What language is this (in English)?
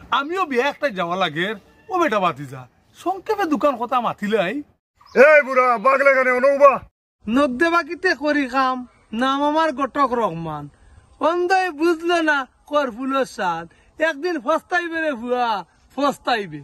Sylheti